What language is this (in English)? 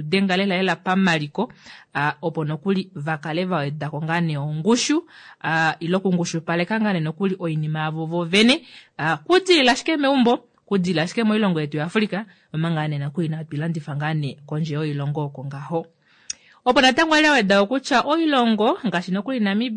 Kuanyama